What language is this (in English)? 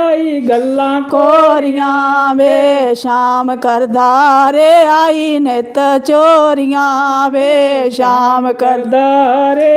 Dogri